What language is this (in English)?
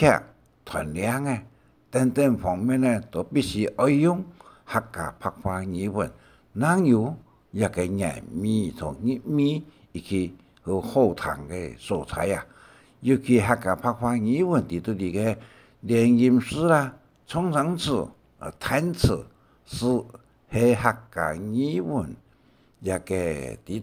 Hakka Chinese